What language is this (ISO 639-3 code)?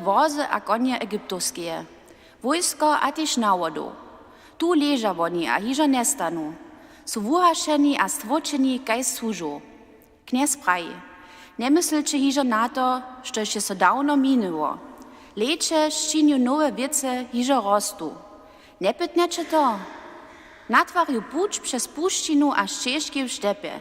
hsb